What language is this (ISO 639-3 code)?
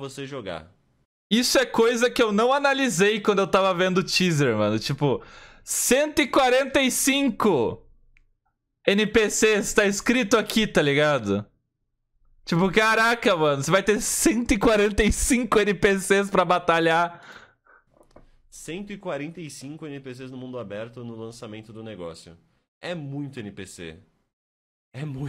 por